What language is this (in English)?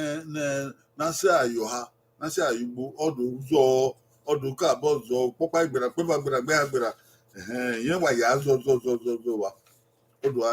Bini